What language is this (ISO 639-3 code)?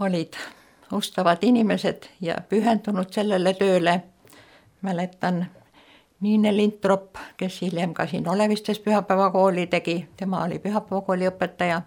est